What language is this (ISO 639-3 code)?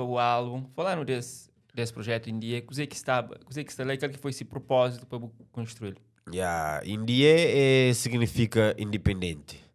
kea